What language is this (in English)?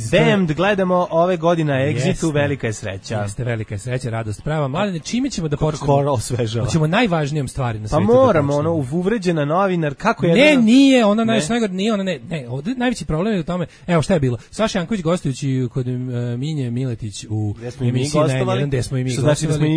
Serbian